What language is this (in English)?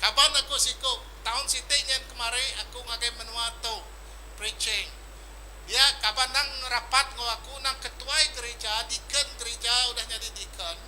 Iban